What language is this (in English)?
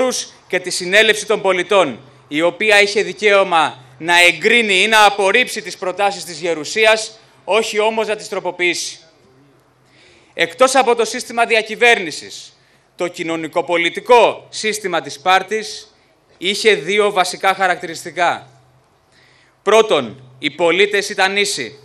Greek